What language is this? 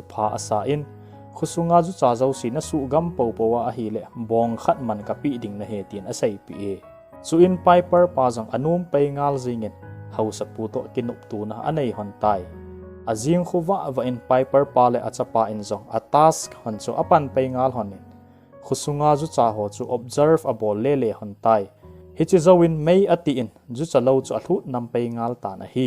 Thado Chin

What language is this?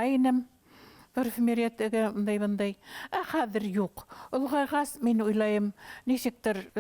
Bashkir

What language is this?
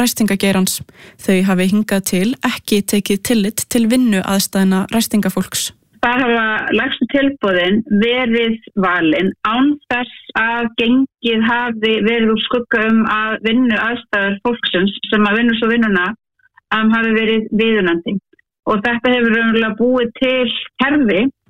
Icelandic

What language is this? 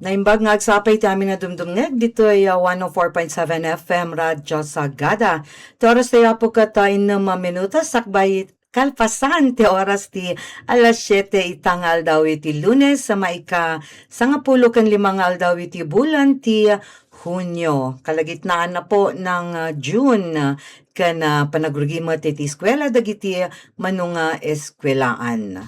Iloko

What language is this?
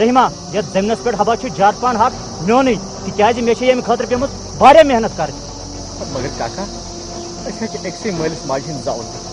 Kashmiri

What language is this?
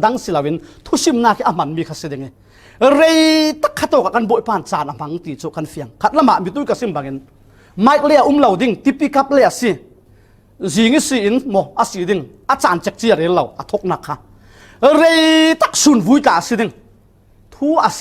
Falam Chin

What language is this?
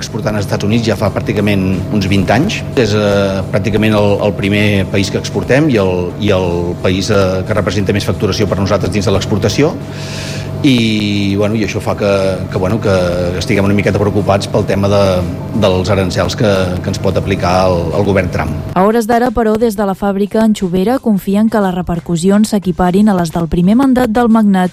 Catalan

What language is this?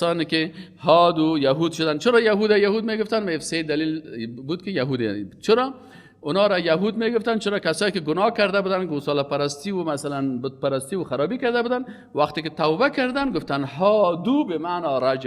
Persian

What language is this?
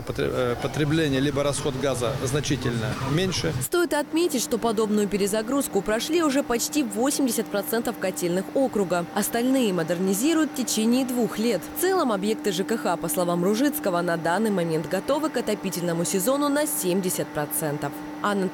Russian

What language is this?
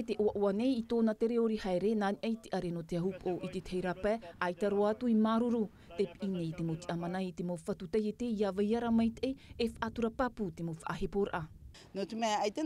Tahitian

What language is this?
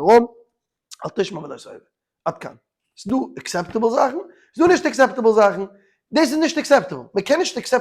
Yiddish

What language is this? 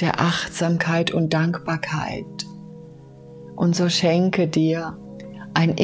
German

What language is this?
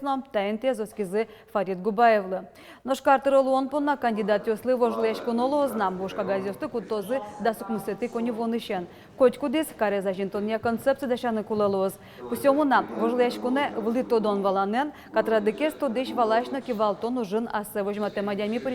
Udmurt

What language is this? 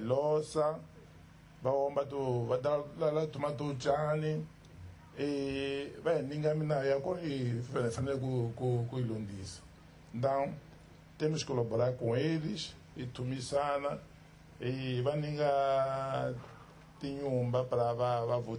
Tsonga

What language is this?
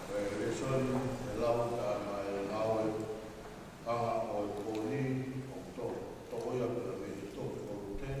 Tongan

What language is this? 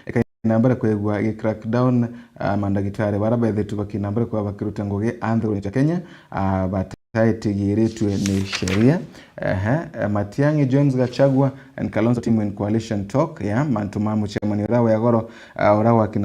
Meru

